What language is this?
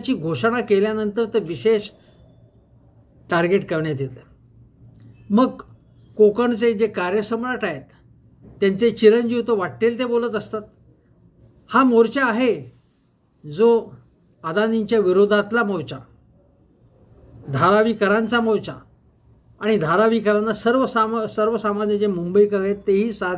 Marathi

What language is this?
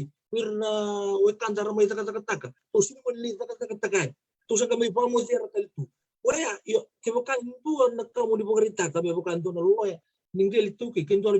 Fijian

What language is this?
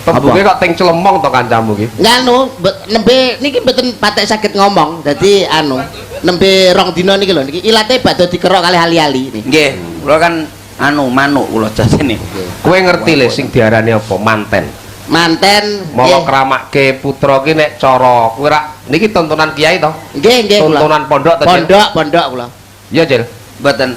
Javanese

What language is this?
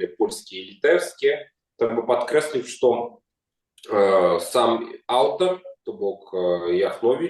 Belarusian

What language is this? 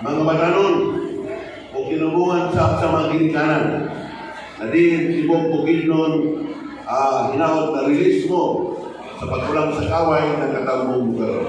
Cebuano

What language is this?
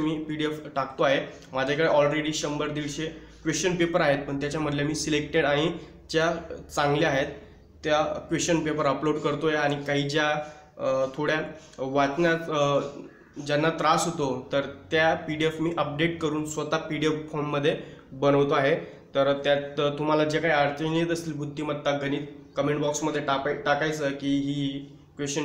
Marathi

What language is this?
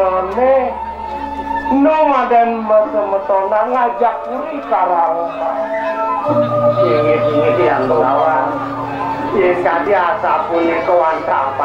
Balinese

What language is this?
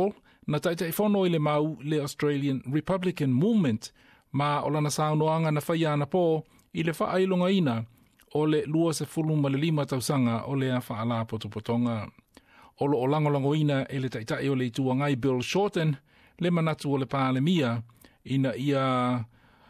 Samoan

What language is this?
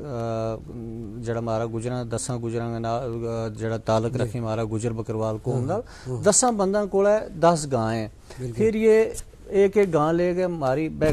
Gujari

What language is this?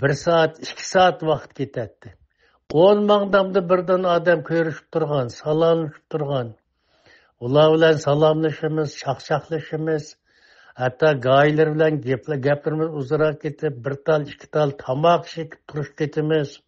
Uyghur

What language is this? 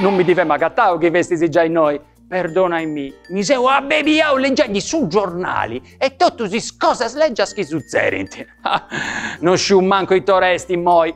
Sardinian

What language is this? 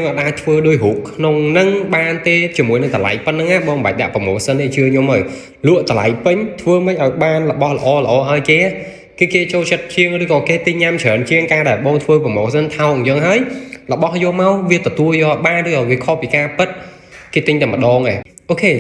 Khmer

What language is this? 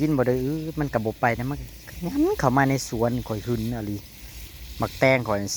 Northeastern Thai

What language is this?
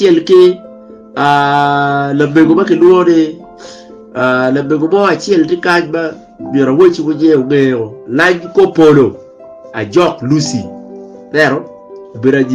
Acoli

